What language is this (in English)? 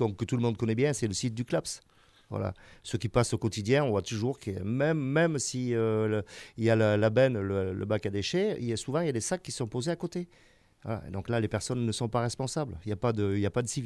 French